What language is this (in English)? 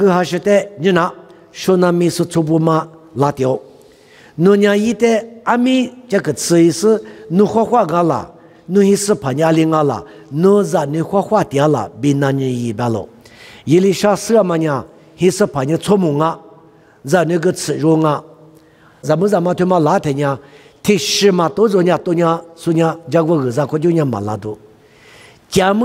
Lisu